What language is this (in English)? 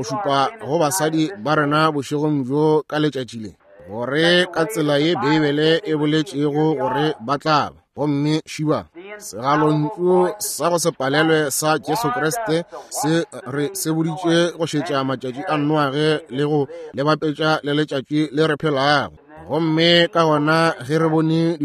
Northern Sotho